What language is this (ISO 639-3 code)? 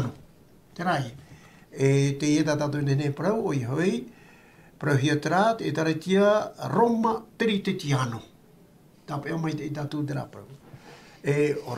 tah